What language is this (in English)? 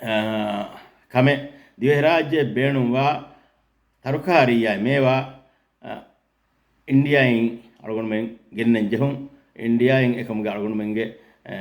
Divehi